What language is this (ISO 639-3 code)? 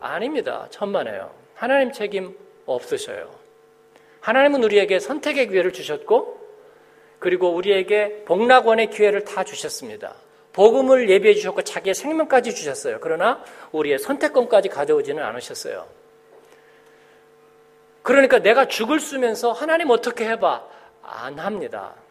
kor